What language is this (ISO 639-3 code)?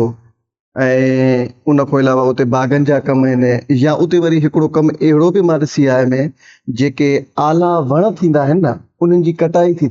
snd